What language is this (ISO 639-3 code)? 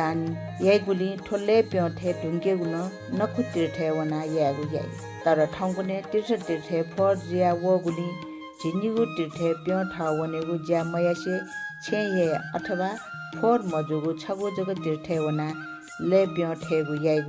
new